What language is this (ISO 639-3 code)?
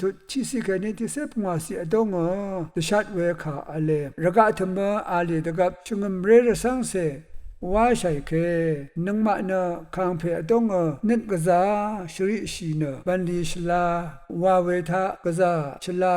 raw